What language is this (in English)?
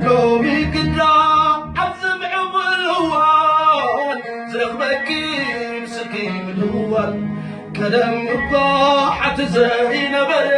Tigrinya